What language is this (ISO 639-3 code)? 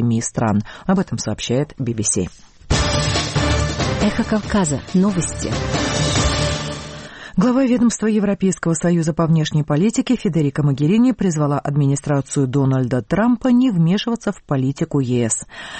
rus